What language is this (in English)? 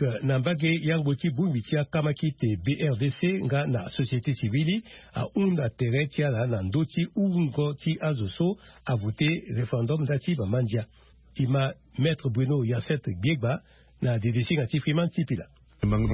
Sango